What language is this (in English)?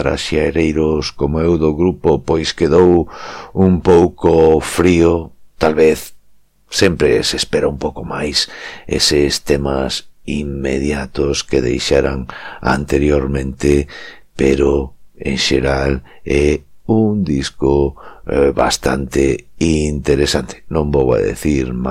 Galician